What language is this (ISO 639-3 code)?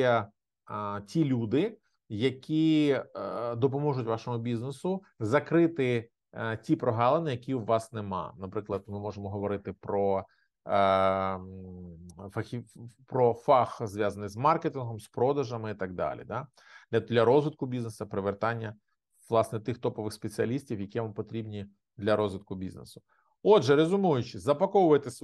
ukr